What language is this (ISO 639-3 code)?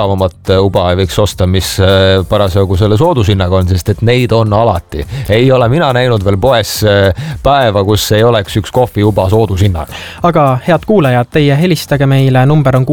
est